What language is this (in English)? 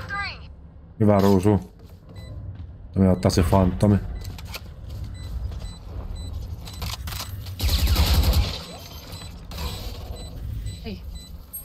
Finnish